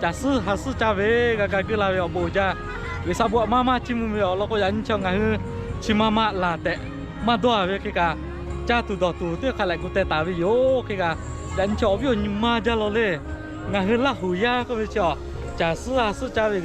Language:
Lahu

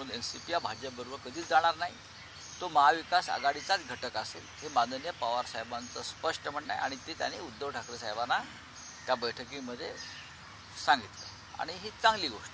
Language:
Marathi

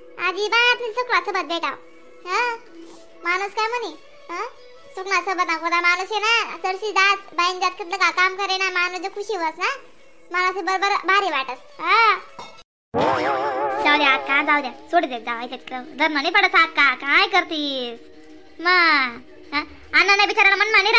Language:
Khandesi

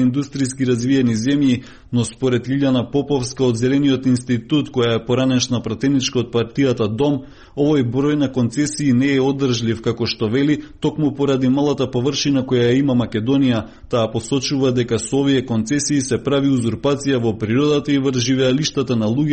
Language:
Macedonian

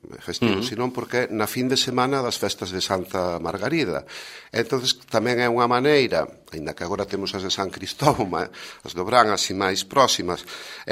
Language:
Galician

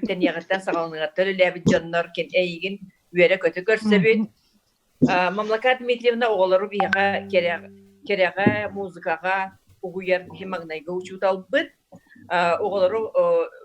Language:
Yakut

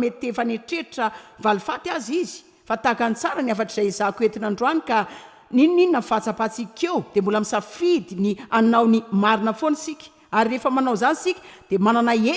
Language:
Malagasy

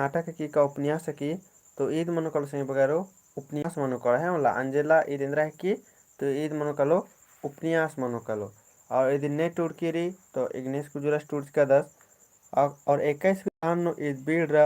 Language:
Kurukh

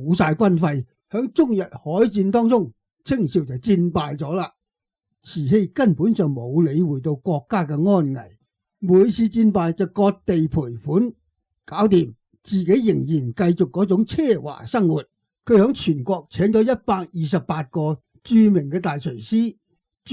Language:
Cantonese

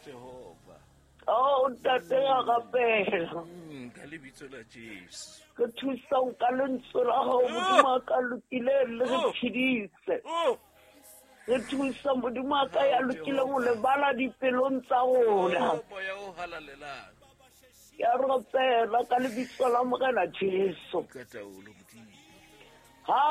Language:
Southern Sotho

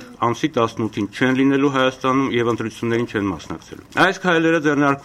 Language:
Armenian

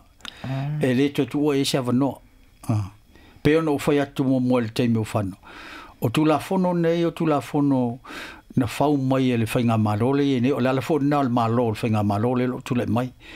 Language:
Samoan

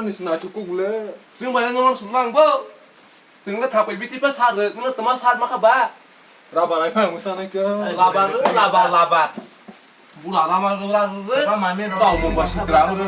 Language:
Kok Borok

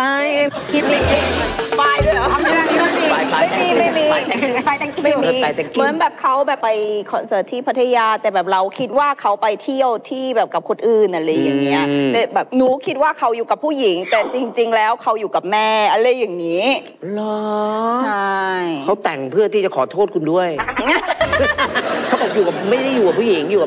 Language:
Thai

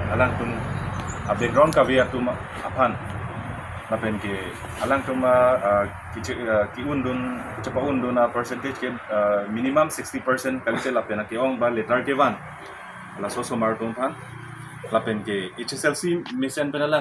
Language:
Karbi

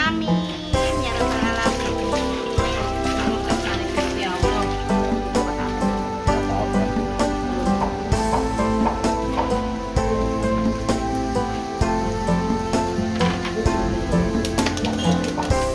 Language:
Javanese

